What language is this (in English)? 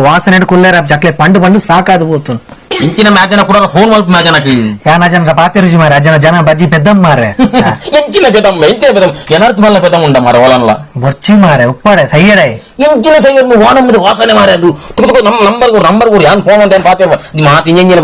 Tulu